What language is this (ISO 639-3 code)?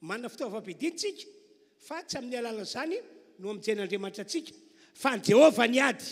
mlg